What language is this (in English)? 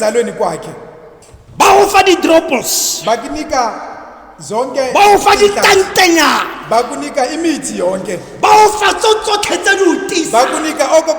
Tswana